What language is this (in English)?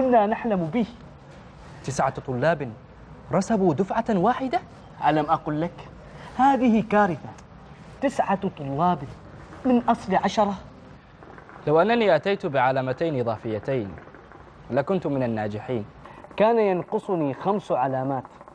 Arabic